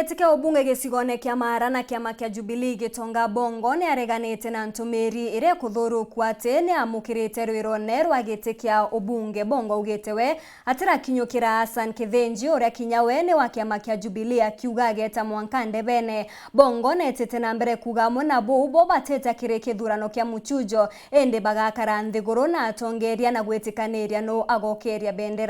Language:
Meru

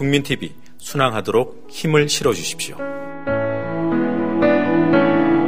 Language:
Korean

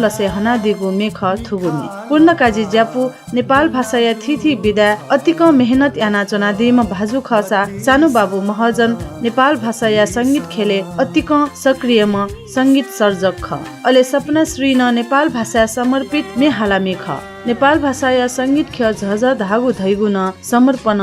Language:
Newari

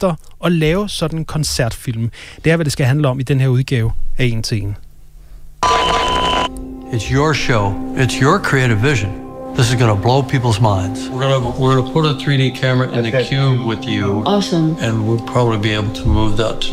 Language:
Danish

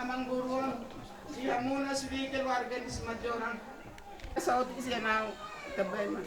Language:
Batak Toba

